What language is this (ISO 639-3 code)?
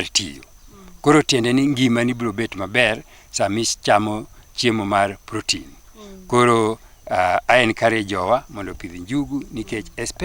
luo